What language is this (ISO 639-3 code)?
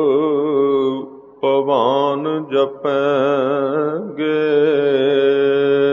pan